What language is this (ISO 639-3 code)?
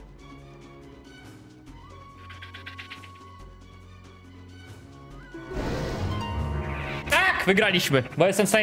pol